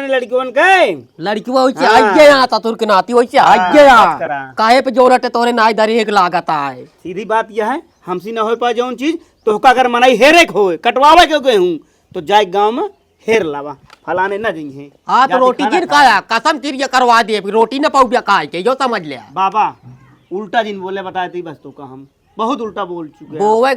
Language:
Awadhi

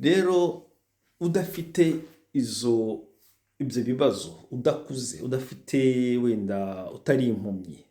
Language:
Kinyarwanda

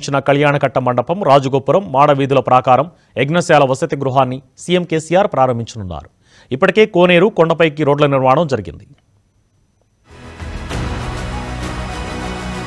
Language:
Telugu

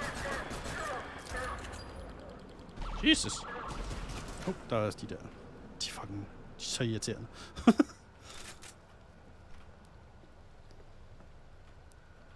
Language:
Danish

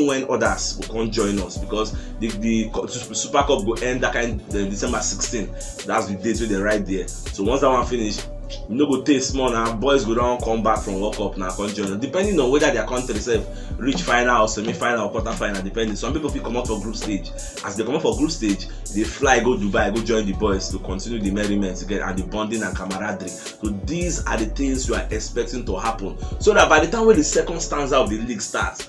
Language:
Nigerian Pidgin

